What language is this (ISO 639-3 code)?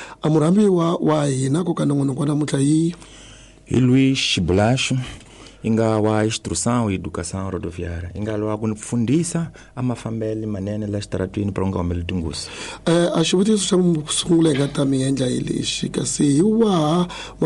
tso